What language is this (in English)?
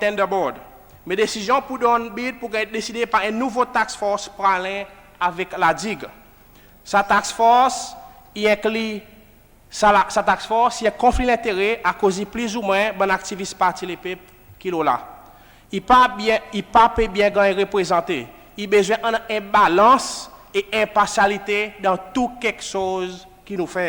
Seselwa Creole French